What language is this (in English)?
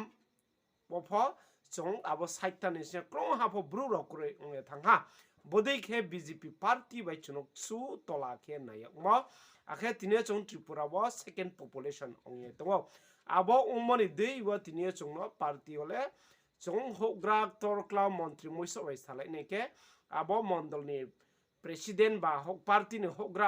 Riang (India)